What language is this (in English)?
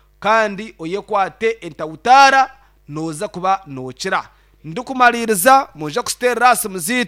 Nyankole